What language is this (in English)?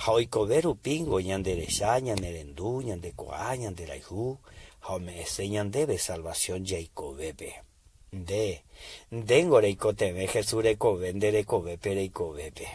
Guarani